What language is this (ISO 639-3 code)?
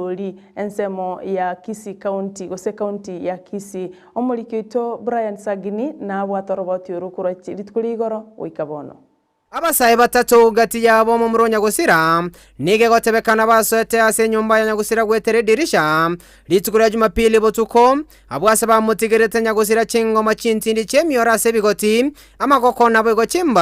guz